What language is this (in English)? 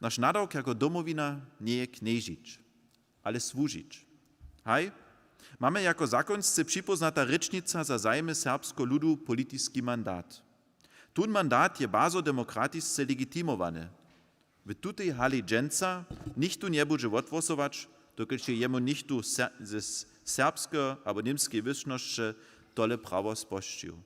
Upper Sorbian